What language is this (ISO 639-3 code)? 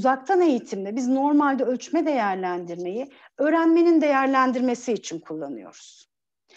tur